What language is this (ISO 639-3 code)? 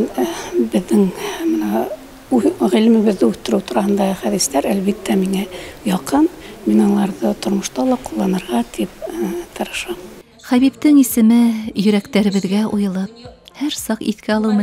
bak